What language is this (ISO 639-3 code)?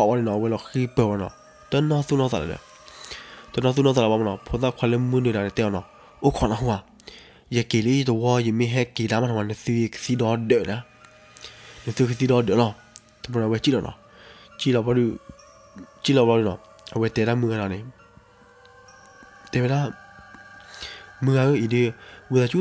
ksw